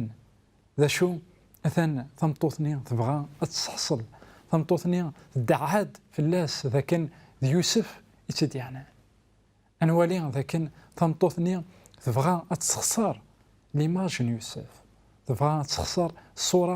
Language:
Kabyle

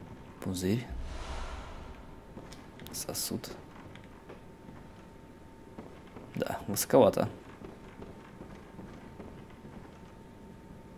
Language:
Russian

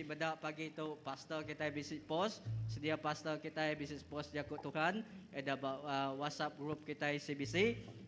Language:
Iban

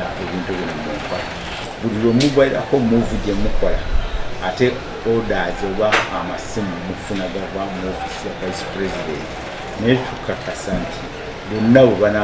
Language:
Ganda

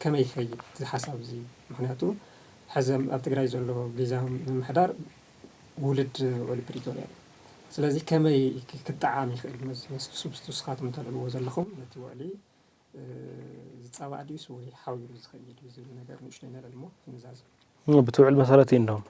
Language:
Tigrinya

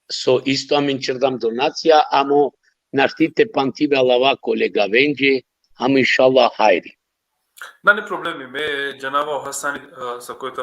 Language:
Balkan Romani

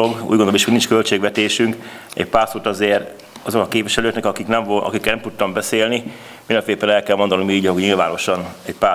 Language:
Hungarian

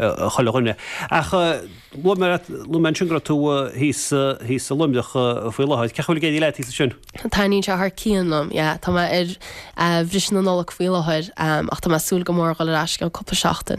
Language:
Irish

